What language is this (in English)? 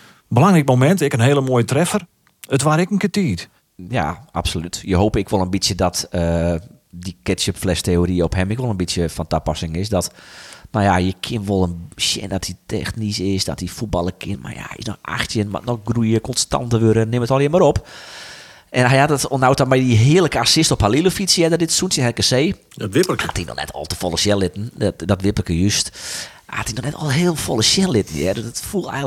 Western Frisian